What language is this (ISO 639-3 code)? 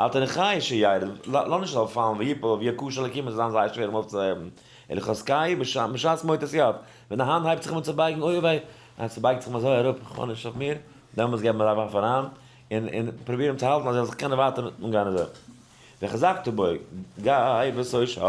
yid